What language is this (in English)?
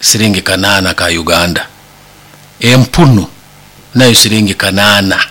Nyoro